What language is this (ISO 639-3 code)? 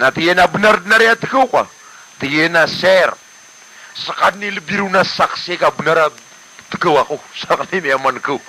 mrw